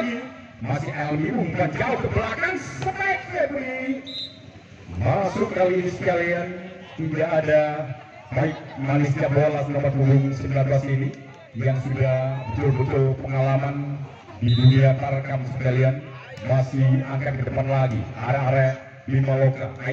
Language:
Indonesian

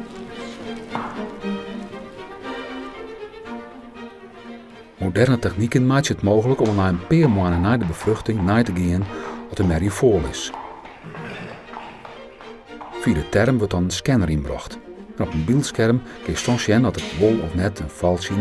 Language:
Dutch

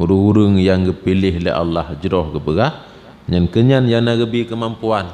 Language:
Achinese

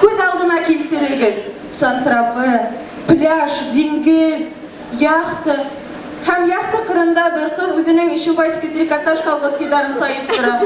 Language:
Bashkir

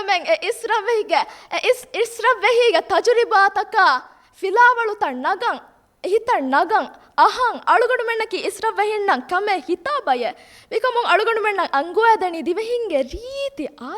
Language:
Divehi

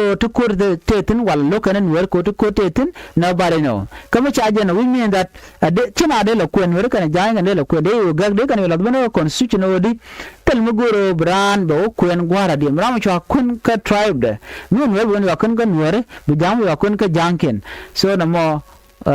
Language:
Nuer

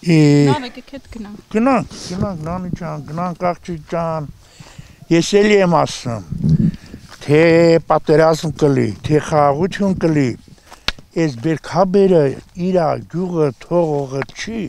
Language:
Armenian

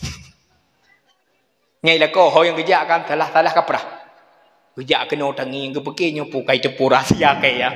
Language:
Achinese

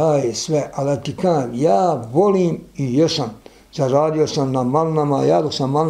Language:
Bosnian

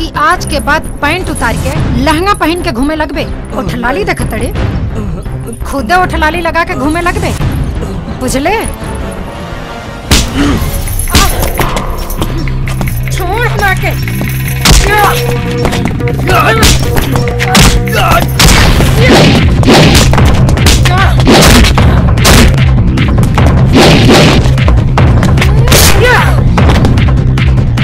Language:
Bhojpuri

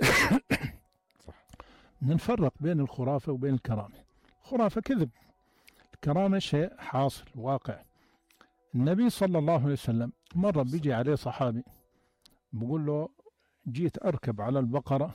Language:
North Levantine Arabic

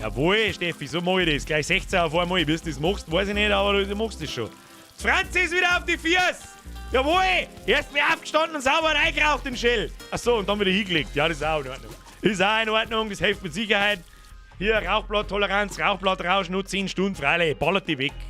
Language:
Bavarian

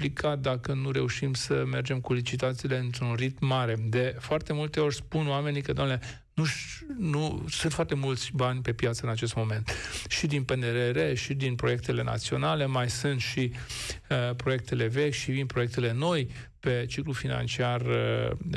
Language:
Romanian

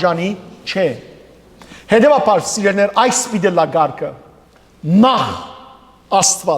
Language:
Western Armenian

